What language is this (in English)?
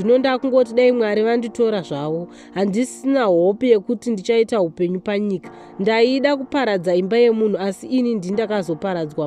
Shona